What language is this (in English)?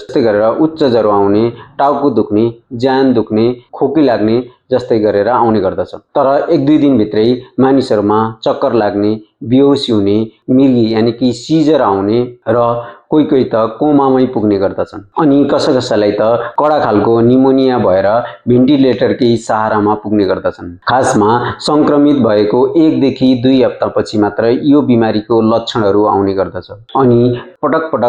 Nepali